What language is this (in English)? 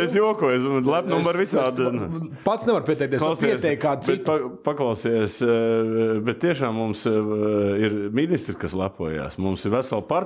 Latvian